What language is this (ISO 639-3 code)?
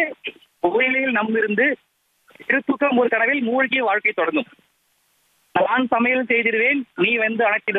tam